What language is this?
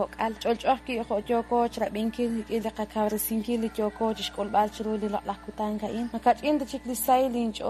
Kekchí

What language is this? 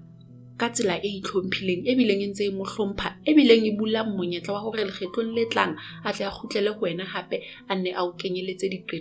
Southern Sotho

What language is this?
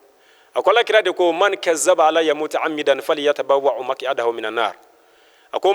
Bambara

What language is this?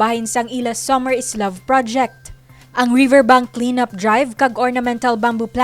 Hiligaynon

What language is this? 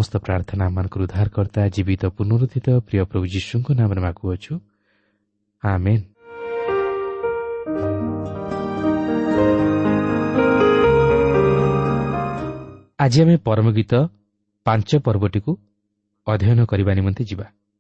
Odia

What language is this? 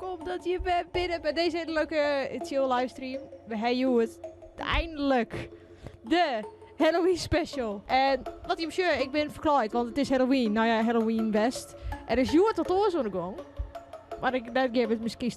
Western Frisian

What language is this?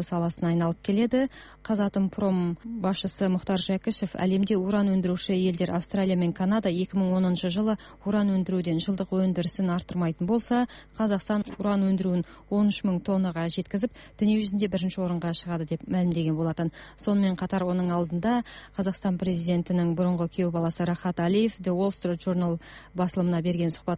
Kazakh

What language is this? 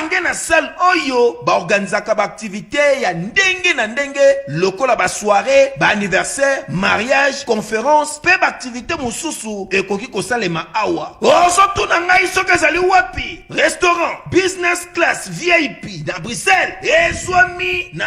Lingala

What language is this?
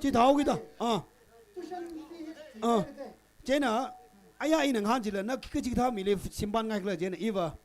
Tangkhul Naga (India)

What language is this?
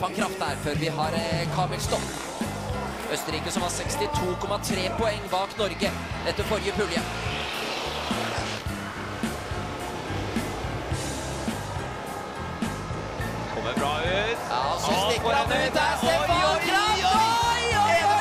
Norwegian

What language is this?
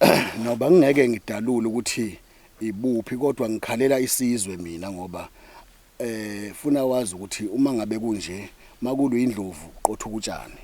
Zulu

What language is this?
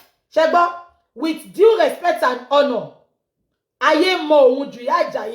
Yoruba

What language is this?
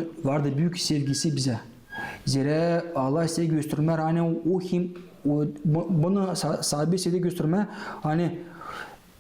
Gagauz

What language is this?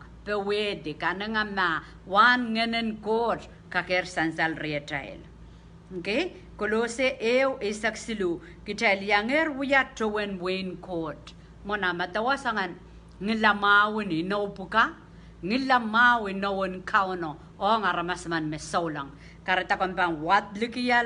Pohnpeian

